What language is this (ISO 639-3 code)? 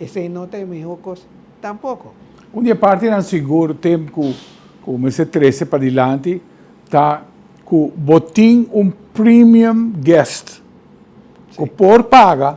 pap